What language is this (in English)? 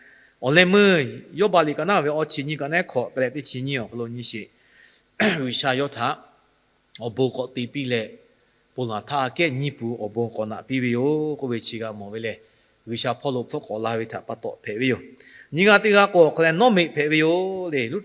Lahu